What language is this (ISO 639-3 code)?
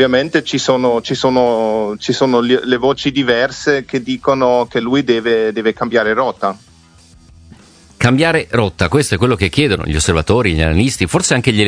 ita